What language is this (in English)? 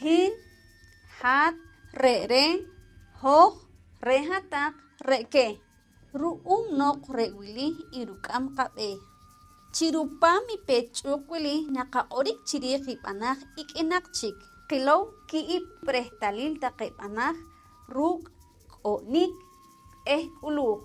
Poqomchi'